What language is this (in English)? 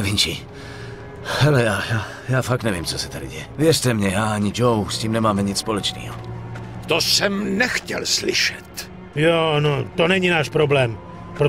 Czech